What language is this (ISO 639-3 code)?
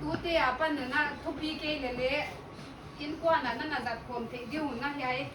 pck